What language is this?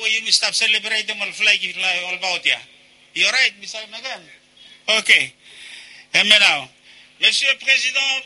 Bislama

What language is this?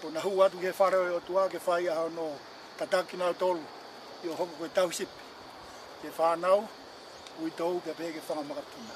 Tongan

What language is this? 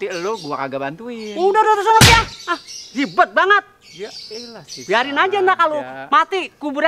Betawi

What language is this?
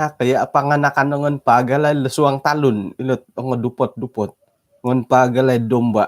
Central Dusun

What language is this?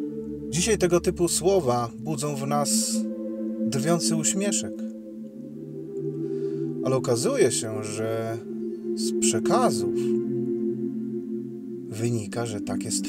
Polish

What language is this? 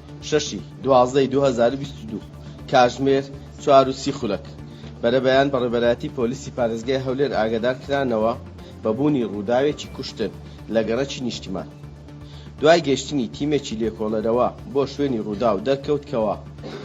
Central Kurdish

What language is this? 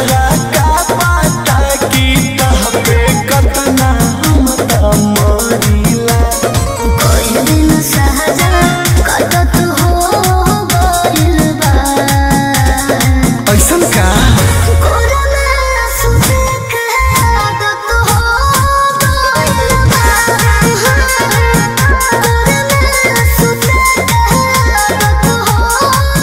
Bhojpuri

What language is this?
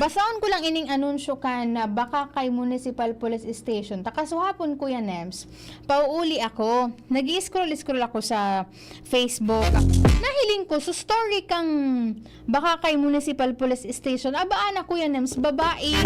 Bikol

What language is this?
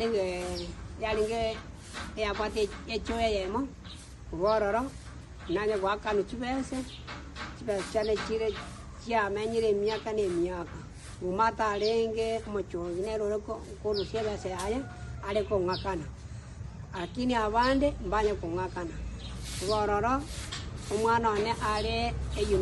Gusii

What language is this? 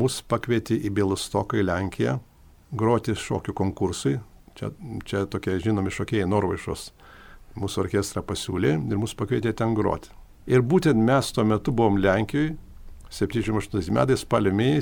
Lithuanian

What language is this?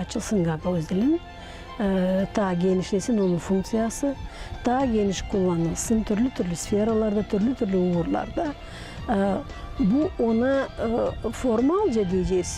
Gagauz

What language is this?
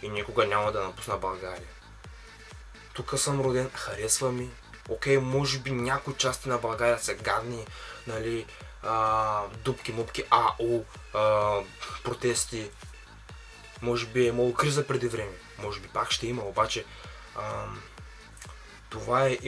Bulgarian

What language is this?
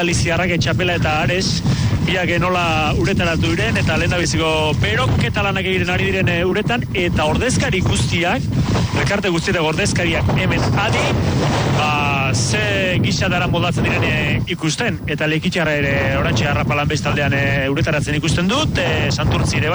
Basque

